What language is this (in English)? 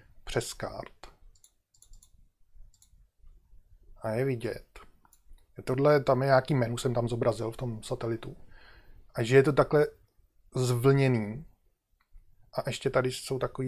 Czech